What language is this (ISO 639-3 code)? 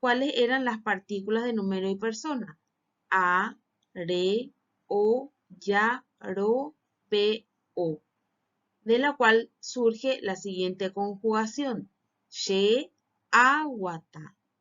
grn